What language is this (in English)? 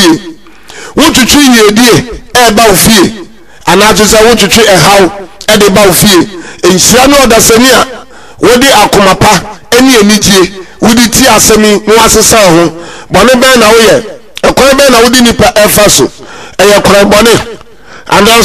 Akan